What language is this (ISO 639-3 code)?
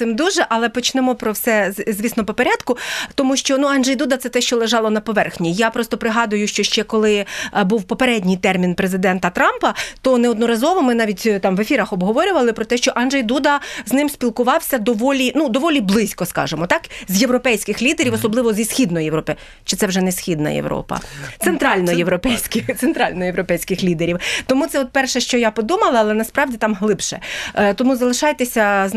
ukr